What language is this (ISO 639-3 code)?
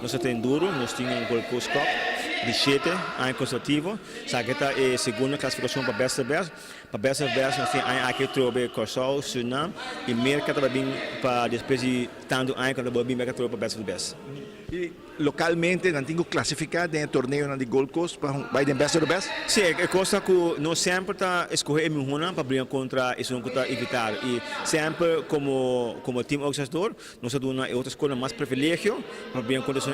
pap